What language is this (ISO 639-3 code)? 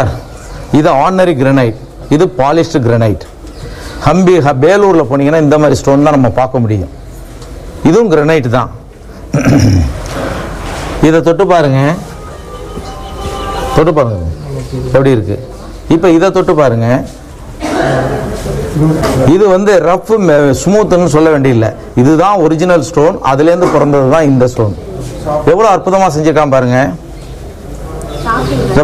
tam